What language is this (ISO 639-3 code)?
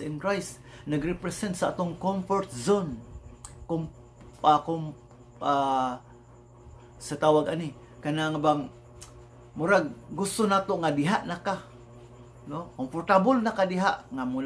ceb